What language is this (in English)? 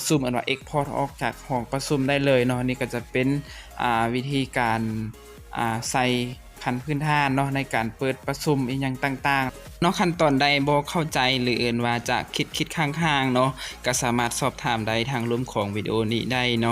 Lao